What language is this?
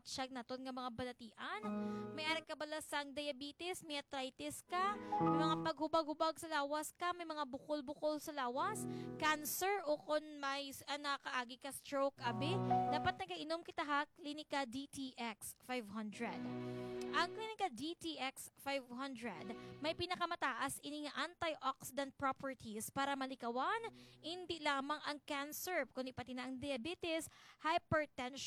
Hiligaynon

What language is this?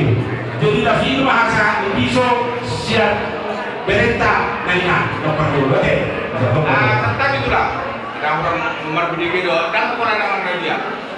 Batak Toba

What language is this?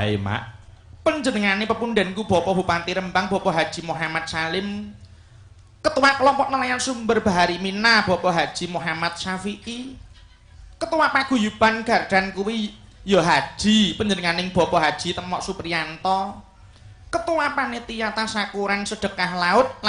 Javanese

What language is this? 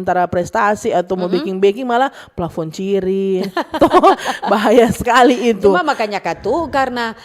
Manado Malay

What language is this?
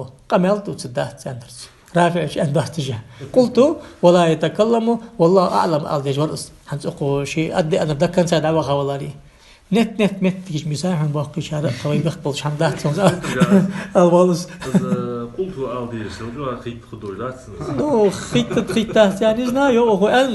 Ingush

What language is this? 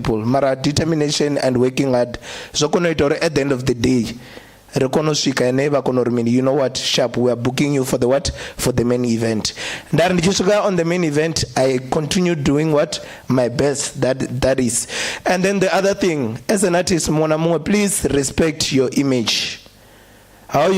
Venda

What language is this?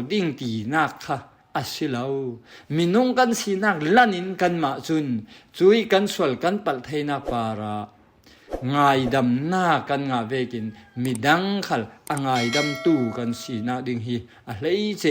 Falam Chin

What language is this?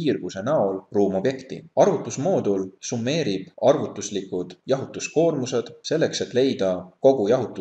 Estonian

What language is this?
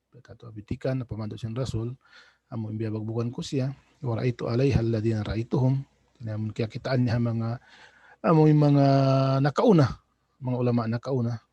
Tausug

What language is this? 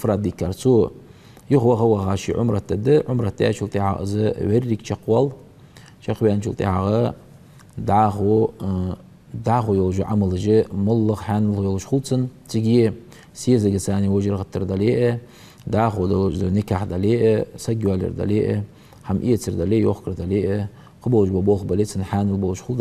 Ingush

